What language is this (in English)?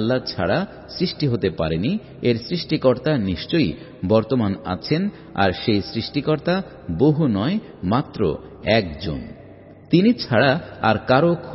Bangla